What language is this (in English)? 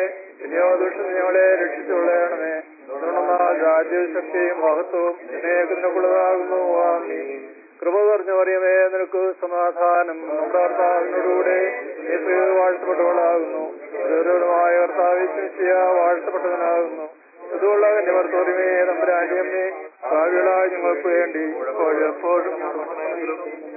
Malayalam